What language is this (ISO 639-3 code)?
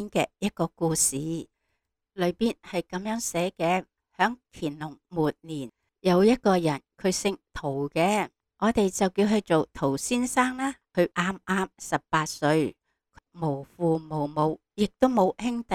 yue